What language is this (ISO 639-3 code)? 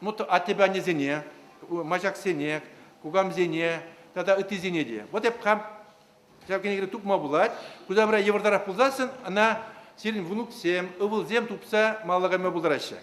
chv